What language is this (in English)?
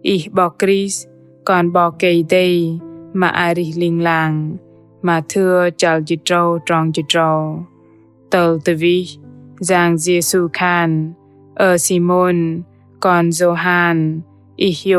Bahnar